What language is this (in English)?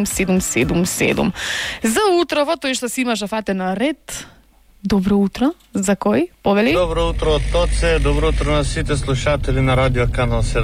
Macedonian